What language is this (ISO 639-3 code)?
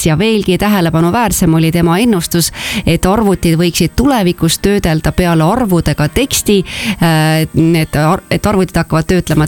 est